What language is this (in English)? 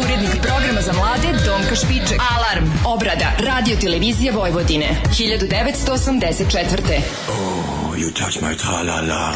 Serbian